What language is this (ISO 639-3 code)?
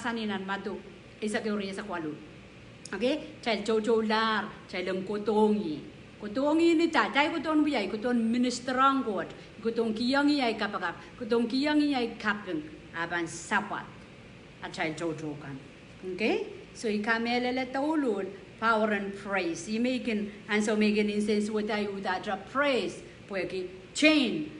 pon